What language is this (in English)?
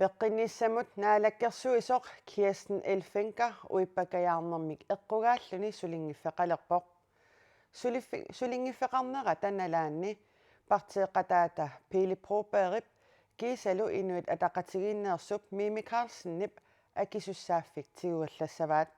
Kalaallisut